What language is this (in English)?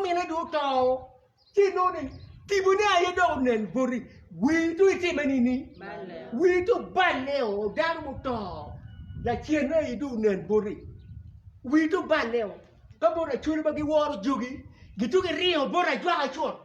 Acoli